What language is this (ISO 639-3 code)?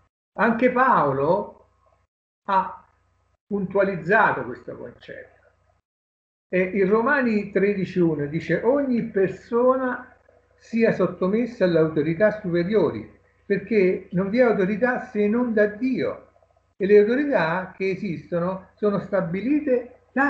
ita